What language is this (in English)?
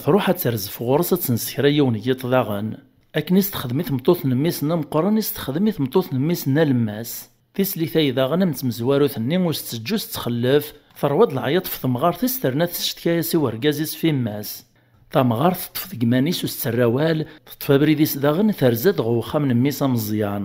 Kabyle